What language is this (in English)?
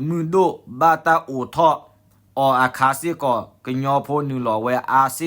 S'gaw Karen